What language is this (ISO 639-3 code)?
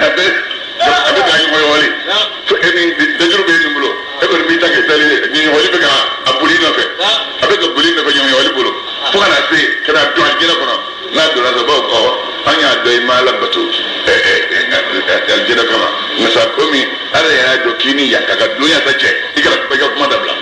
bam